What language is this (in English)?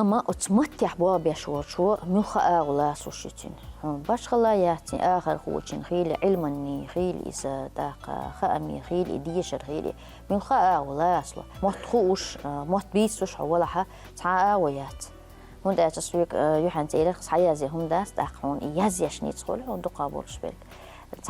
Chechen